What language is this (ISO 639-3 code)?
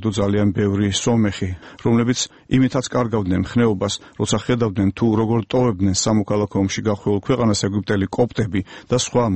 kat